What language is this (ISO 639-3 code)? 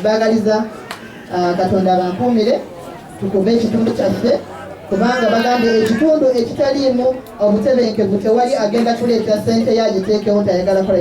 lug